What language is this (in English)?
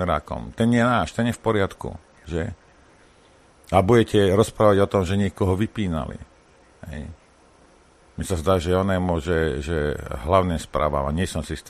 Slovak